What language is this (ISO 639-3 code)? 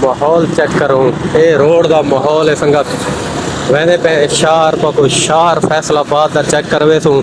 skr